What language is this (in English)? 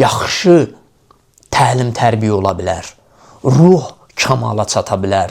Azerbaijani